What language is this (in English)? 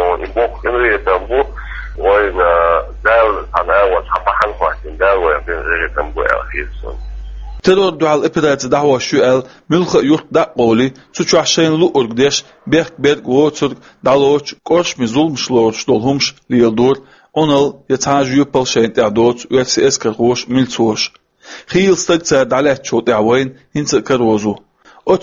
Chechen